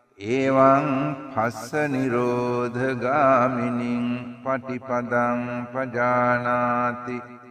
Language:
Sinhala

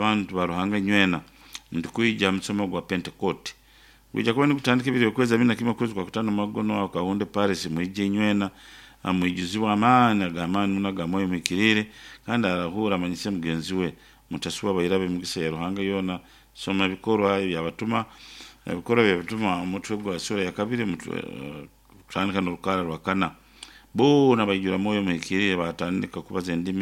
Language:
Nyankole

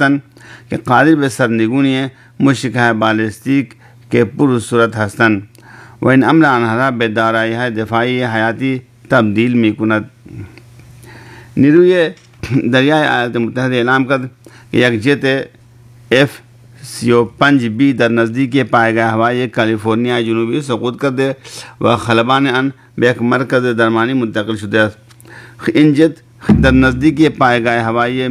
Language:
Urdu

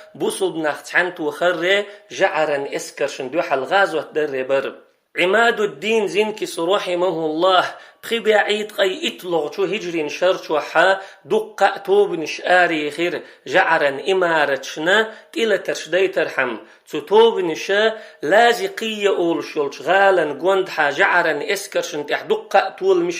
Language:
Chechen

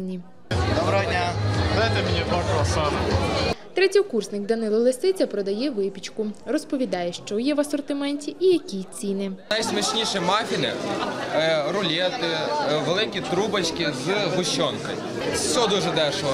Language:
Ukrainian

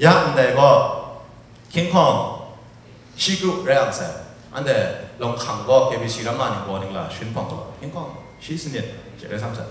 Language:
Kachin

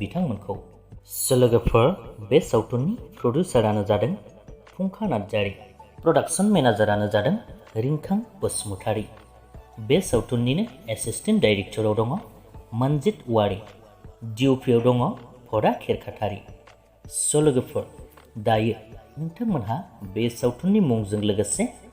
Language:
Bodo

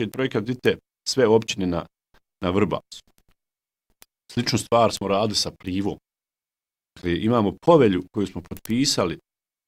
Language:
Bosnian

